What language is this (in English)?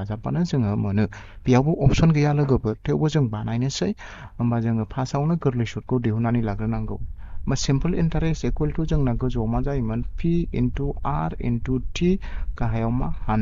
Bodo